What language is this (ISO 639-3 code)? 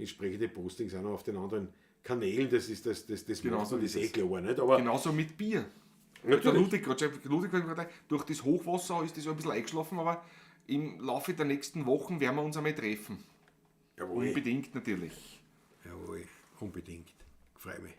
bar